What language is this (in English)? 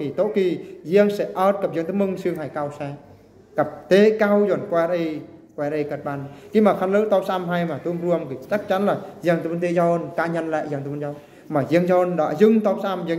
Eastern Bru